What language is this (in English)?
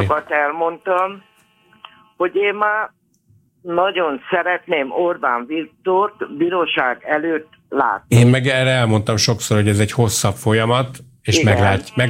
Hungarian